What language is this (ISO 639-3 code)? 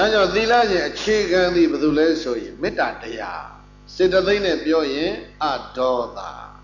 mya